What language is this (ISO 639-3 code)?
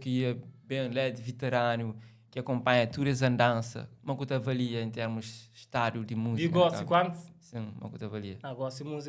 kea